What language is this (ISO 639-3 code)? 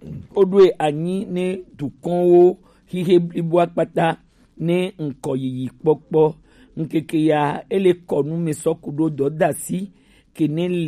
gej